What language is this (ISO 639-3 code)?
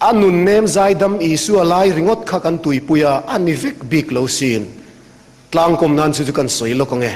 lus